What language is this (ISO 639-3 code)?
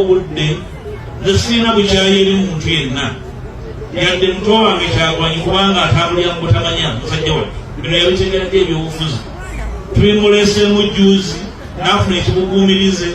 lug